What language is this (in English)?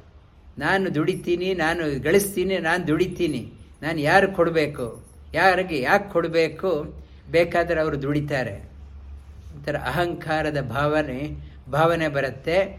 Kannada